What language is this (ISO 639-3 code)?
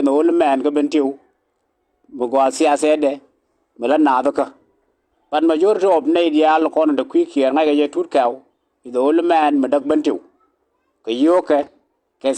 nus